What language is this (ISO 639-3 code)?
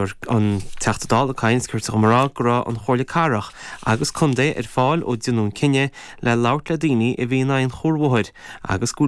gle